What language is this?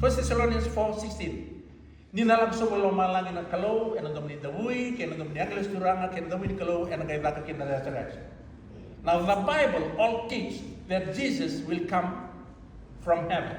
Fijian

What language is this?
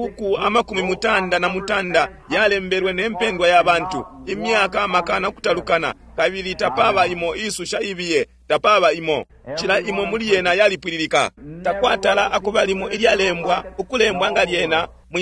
Bemba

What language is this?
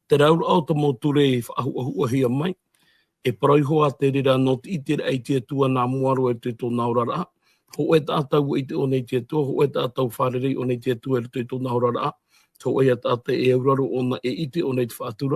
Tahitian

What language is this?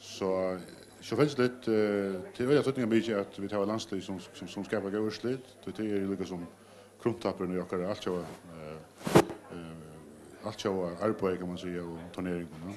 Faroese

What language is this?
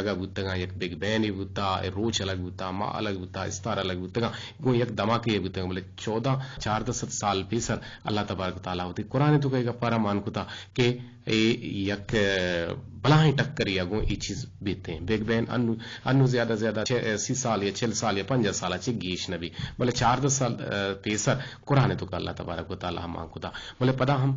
Eastern Balochi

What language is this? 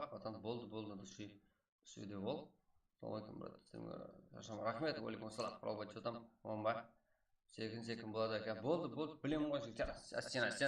Kara-Kalpak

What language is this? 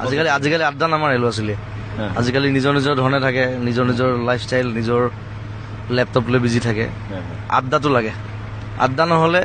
Assamese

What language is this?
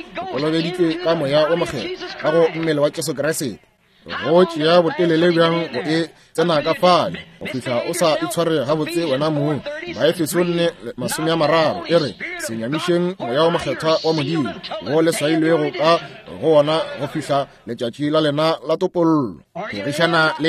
Northern Sotho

